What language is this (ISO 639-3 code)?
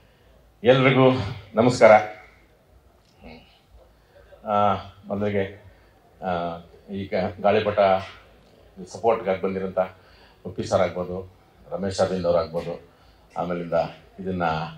kan